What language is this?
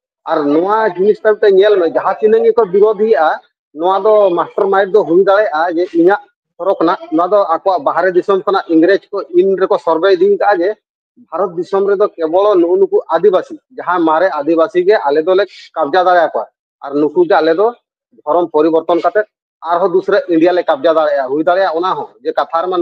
Santali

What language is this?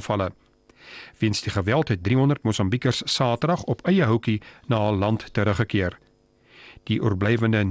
Afrikaans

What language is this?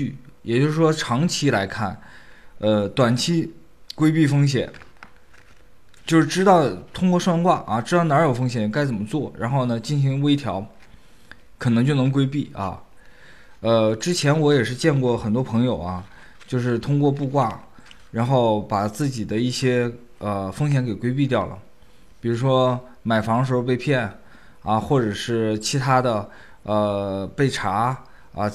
Chinese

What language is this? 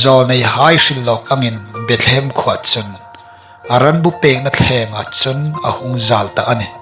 Hmar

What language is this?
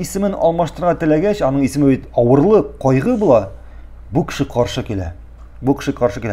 Tatar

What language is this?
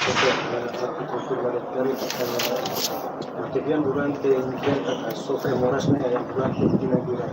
Tetum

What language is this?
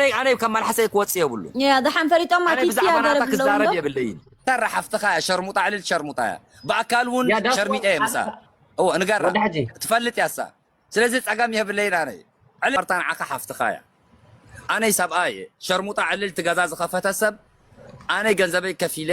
Tigrinya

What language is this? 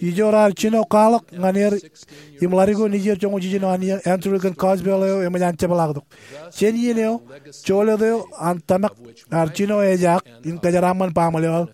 Marshallese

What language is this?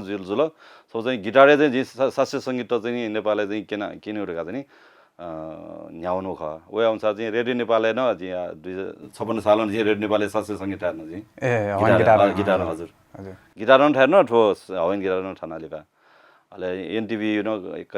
Newari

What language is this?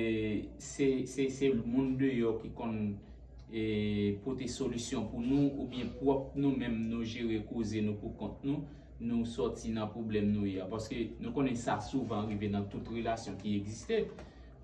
Haitian Creole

